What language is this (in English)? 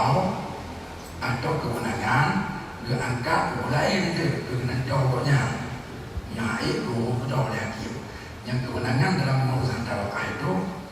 Achinese